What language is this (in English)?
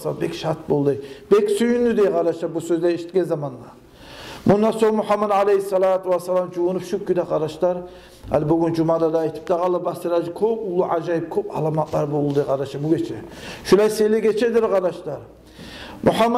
Kumyk